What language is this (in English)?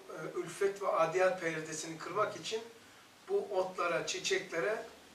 Turkish